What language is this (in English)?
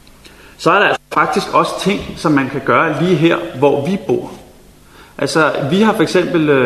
Danish